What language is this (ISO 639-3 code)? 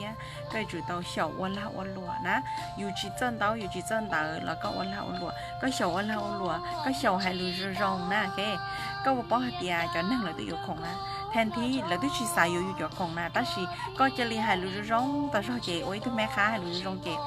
hmn